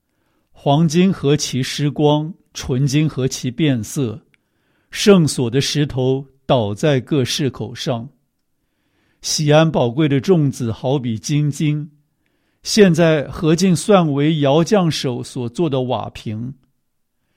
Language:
Chinese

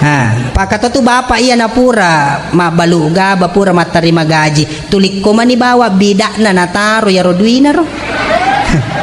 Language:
Buginese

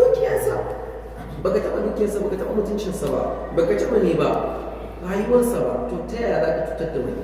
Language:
Hausa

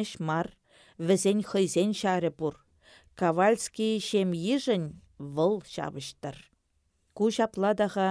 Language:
Chuvash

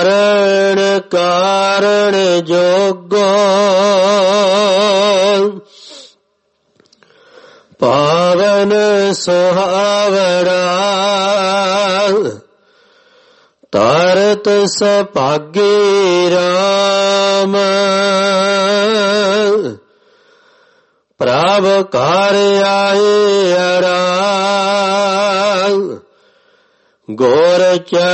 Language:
Punjabi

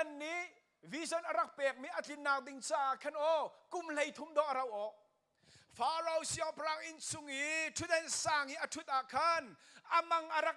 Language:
Hakha Chin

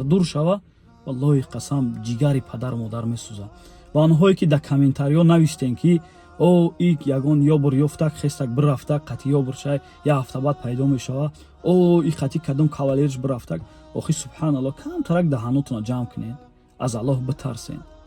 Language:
Tajik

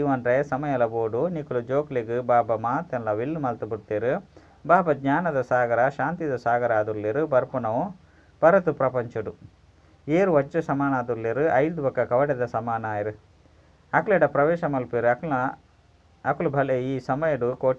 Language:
Tulu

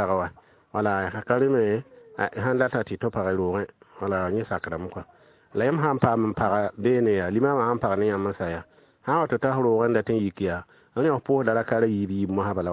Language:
Mossi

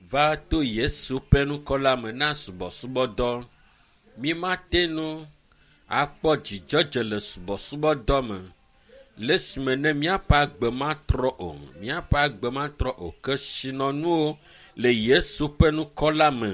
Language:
Ewe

